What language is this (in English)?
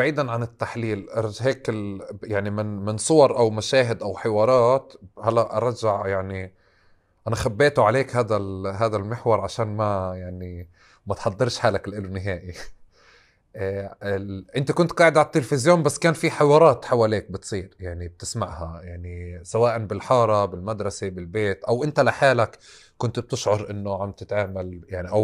North Levantine Arabic